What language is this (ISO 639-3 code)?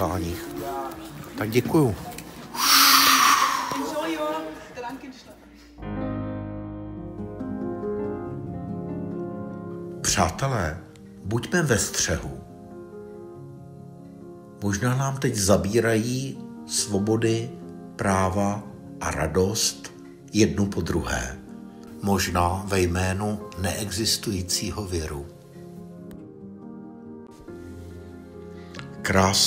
ces